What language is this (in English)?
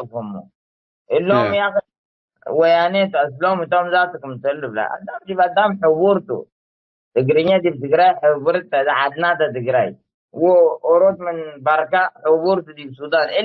Tigre